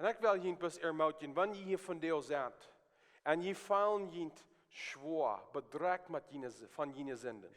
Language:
Plautdietsch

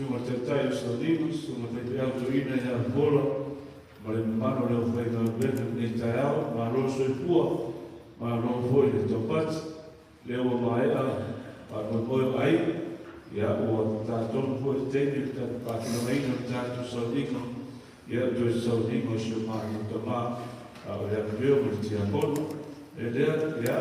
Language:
Samoan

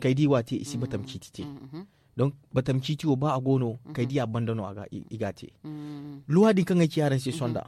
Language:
Zarma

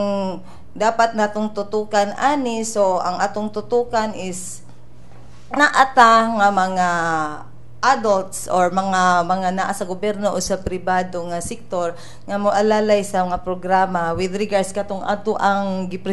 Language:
Cebuano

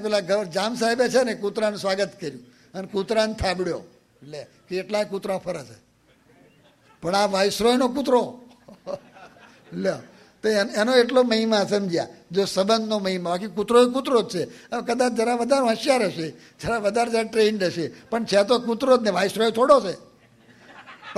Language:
Gujarati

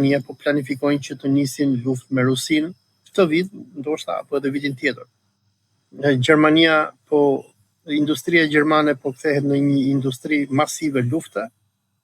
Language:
Albanian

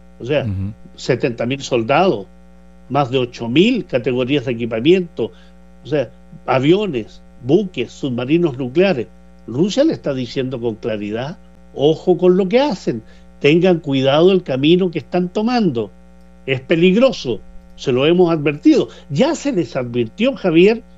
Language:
Spanish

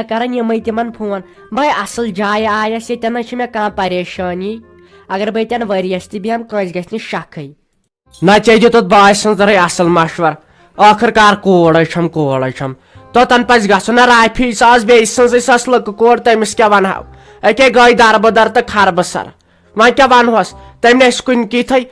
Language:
Kashmiri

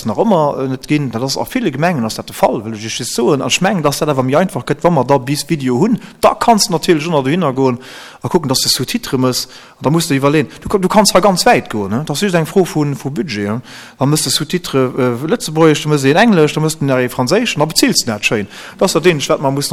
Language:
Luxembourgish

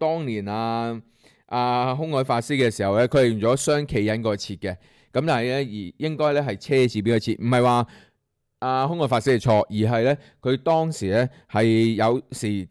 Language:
Cantonese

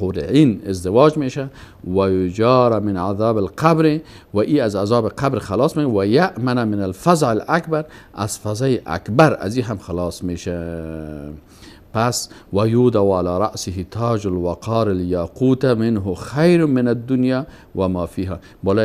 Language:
Persian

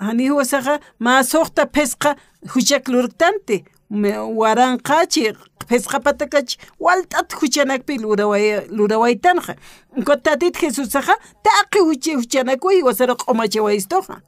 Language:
Aymara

